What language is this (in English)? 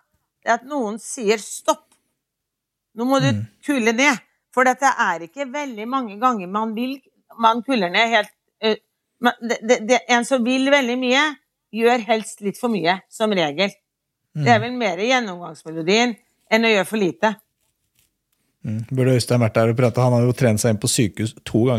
Norwegian